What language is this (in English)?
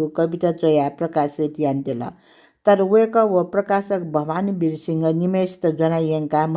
Newari